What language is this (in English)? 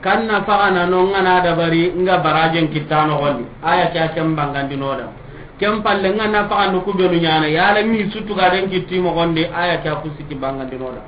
Soninke